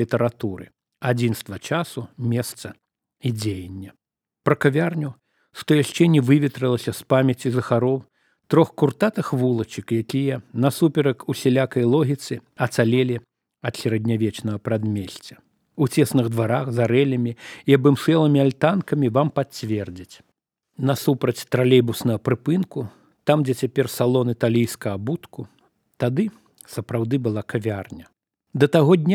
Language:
Belarusian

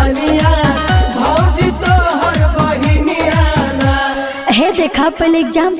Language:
Magahi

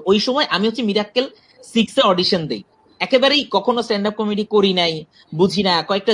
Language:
Bangla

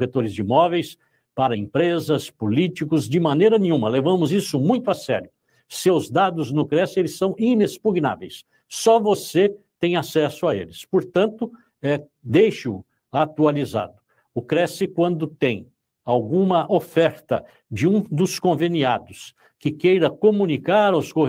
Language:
Portuguese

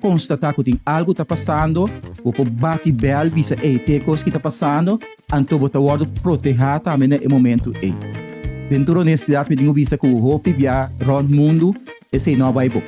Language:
Papiamento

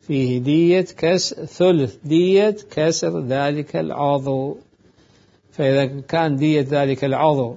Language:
Mesopotamian Arabic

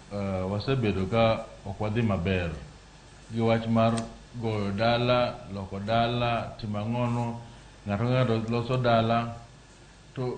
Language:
Luo (Kenya and Tanzania)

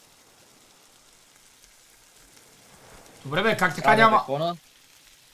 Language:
Bulgarian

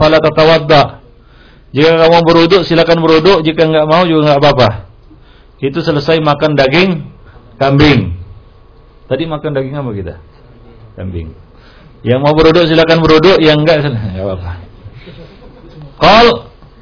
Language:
Indonesian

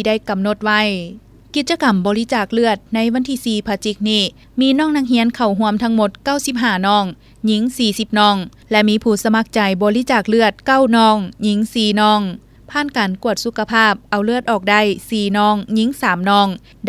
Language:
Lao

